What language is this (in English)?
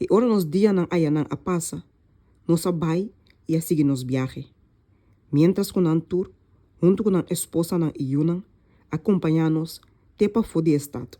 Papiamento